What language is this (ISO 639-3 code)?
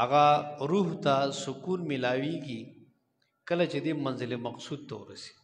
pus